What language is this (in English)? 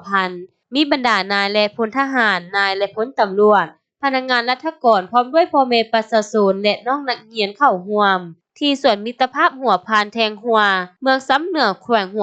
Lao